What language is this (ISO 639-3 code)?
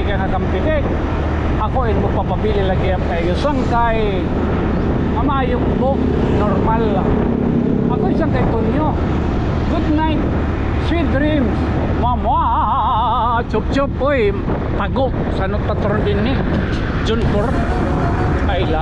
war